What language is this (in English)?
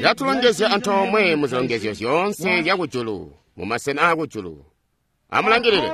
Tonga (Zambia)